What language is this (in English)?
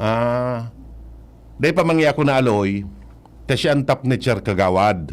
Bikol